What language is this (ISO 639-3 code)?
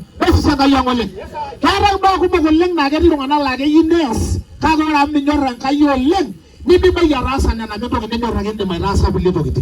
mas